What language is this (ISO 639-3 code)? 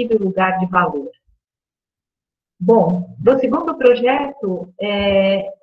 por